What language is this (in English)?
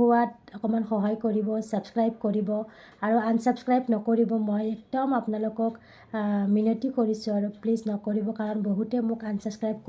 Assamese